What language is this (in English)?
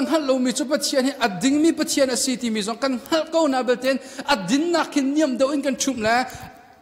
Hakha Chin